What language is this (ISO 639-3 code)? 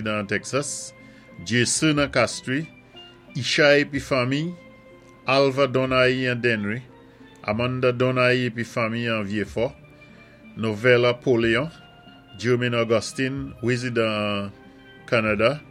acf